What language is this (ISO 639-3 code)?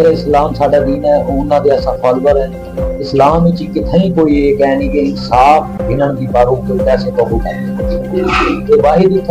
skr